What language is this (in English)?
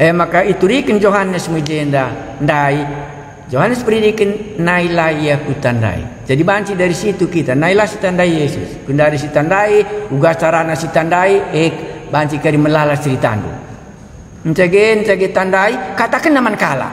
Batak Karo